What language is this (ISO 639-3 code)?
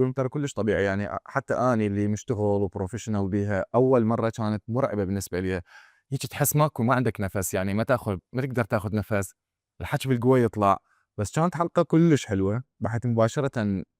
acm